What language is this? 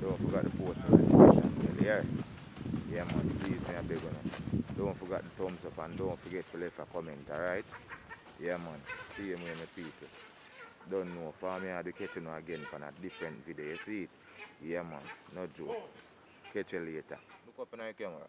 Jamaican Creole English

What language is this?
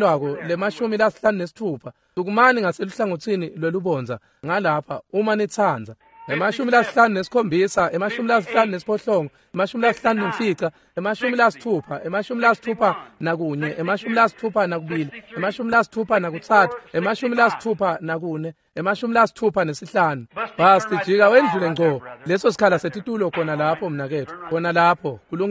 Swati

